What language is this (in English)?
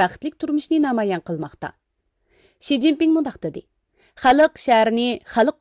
Uyghur